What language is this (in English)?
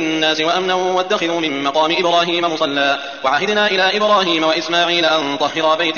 Arabic